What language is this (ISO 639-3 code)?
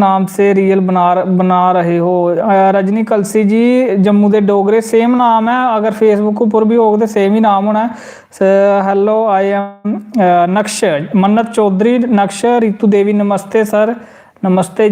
doi